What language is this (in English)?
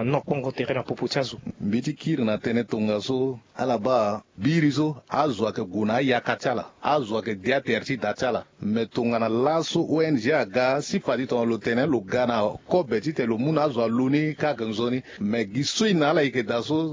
Sango